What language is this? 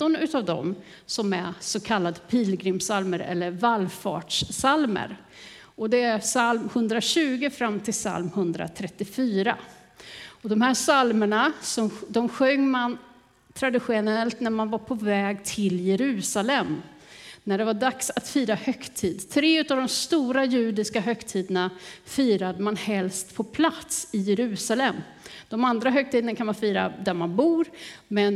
Swedish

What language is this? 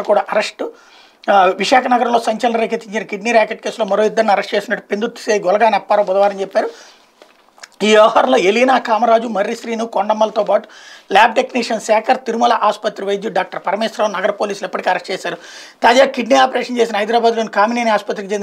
Telugu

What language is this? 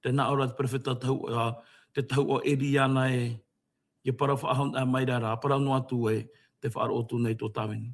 Tahitian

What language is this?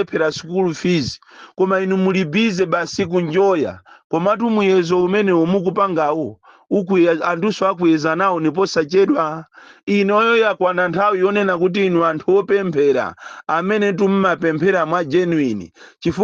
Nyanja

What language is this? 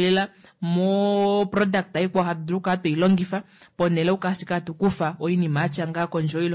Kuanyama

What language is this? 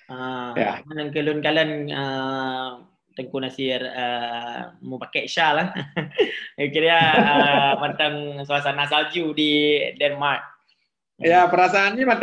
Achinese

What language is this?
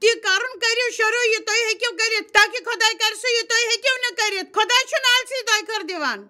Kashmiri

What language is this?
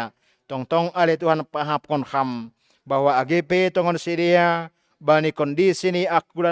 Batak Simalungun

